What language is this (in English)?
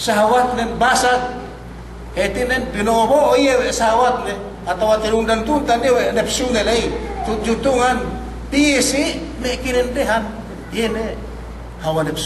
Yakan